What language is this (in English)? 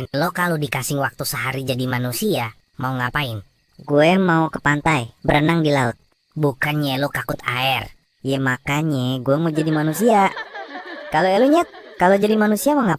Betawi